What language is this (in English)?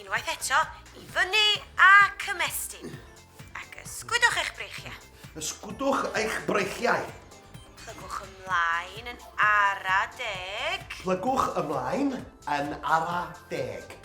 Welsh